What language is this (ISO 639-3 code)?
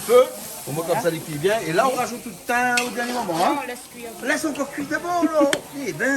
rcf